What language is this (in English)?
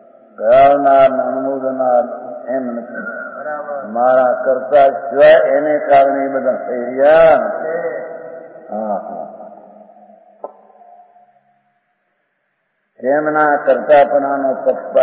Gujarati